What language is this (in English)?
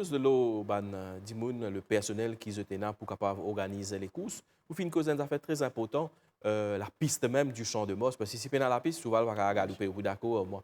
Morisyen